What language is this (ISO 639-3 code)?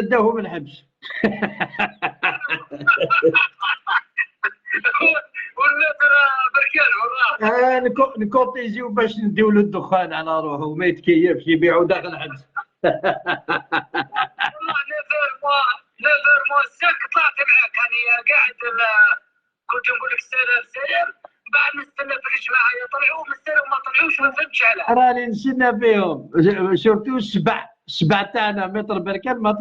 arq